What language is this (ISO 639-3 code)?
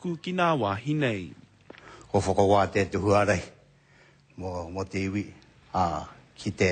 mri